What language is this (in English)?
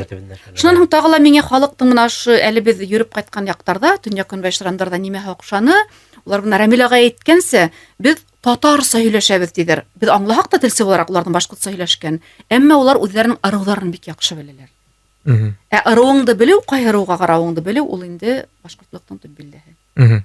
Bashkir